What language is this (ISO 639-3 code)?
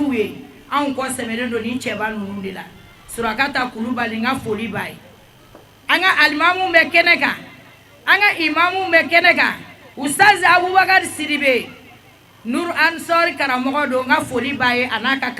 bam